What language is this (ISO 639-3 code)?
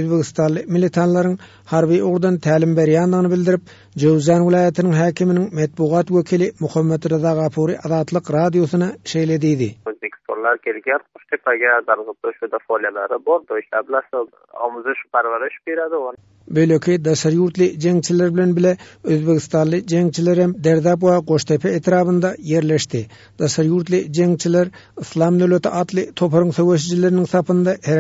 tuk